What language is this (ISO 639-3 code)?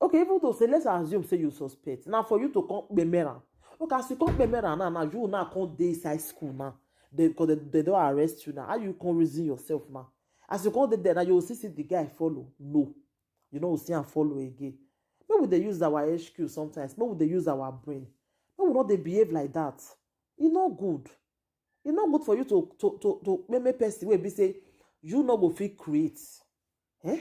pcm